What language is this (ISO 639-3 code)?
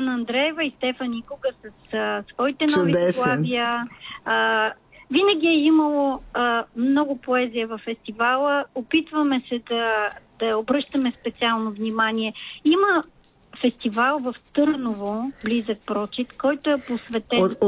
bul